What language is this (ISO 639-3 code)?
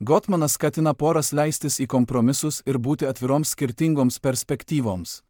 lit